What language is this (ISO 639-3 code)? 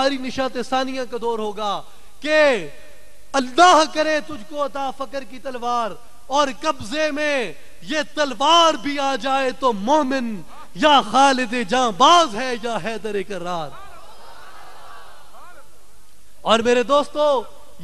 urd